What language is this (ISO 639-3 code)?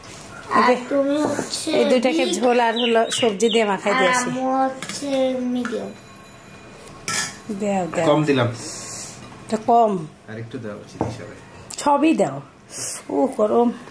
ben